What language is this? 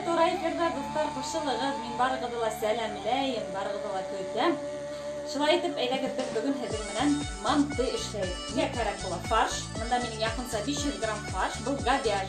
Bashkir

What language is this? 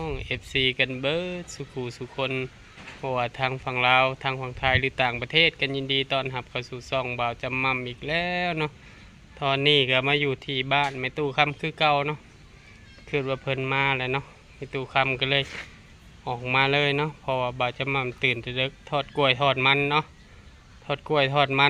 Northeastern Thai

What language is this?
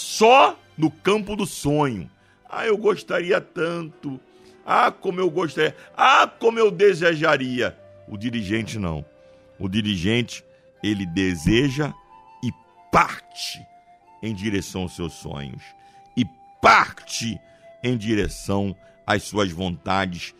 Portuguese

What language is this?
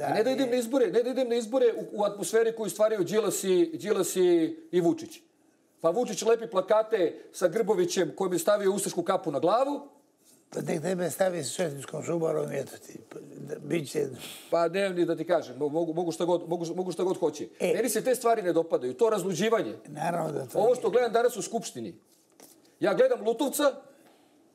Serbian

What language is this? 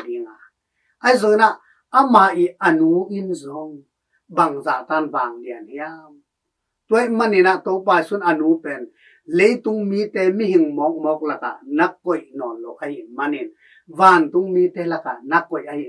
Tedim Chin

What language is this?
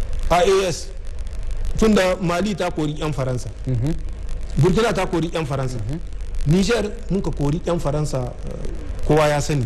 Hausa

